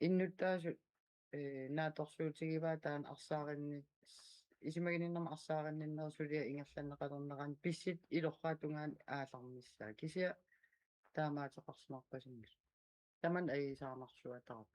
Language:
Kalaallisut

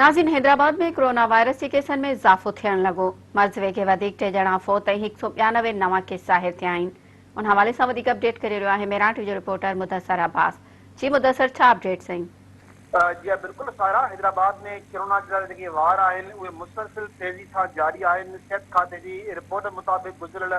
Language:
Sindhi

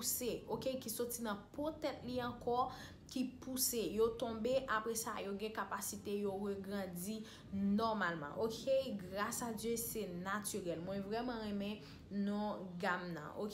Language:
Haitian Creole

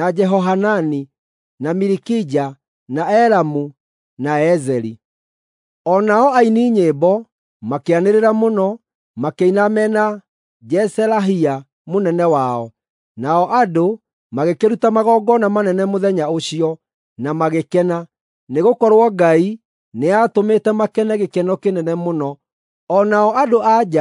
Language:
Kikuyu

